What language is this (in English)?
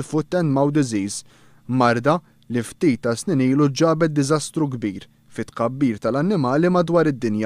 Maltese